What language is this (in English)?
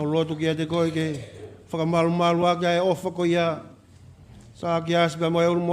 Tongan